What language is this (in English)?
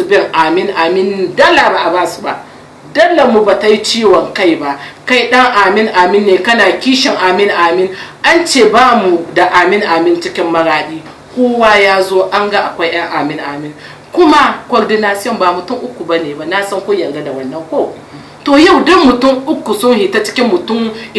Hausa